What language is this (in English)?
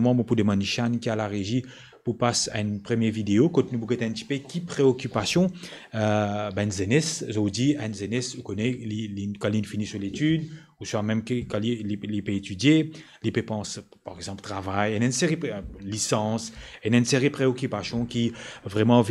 Morisyen